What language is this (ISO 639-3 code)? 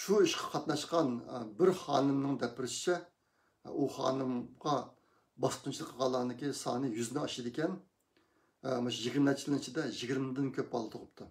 uig